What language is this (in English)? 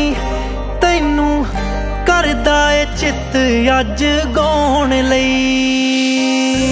Punjabi